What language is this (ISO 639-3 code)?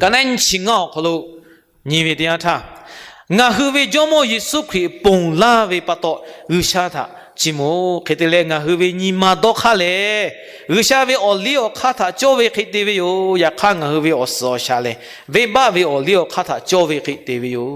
lhu